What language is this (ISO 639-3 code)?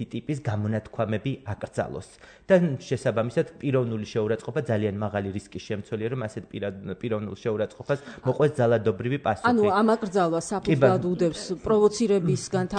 kat